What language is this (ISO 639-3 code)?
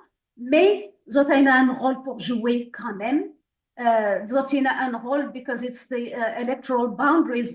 mfe